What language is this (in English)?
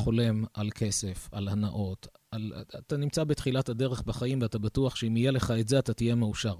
Hebrew